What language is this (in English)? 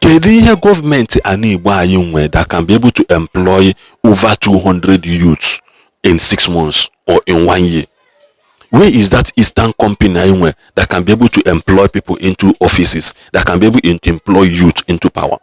Igbo